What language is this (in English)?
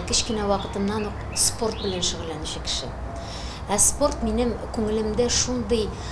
Tatar